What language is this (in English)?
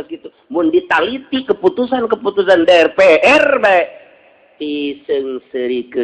Sundanese